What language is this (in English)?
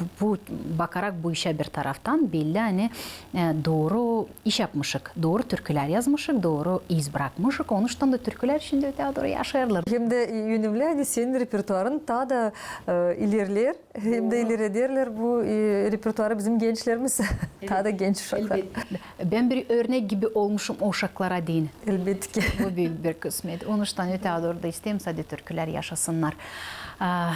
Gagauz